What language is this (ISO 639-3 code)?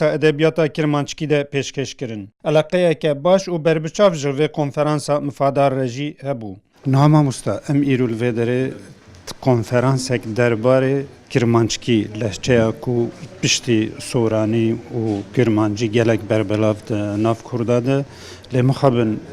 kur